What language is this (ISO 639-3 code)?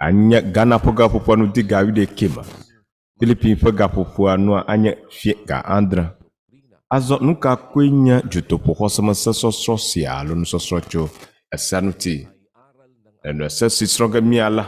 ewe